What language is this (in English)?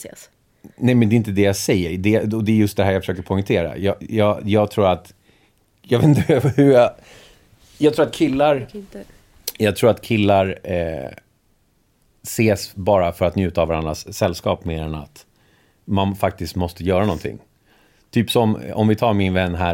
Swedish